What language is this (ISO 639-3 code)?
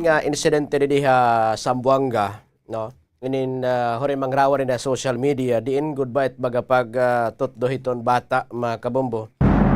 war